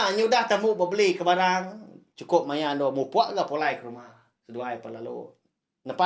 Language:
Iban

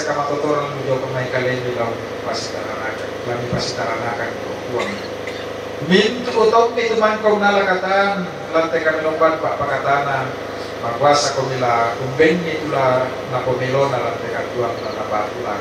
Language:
Toraja-Sa'dan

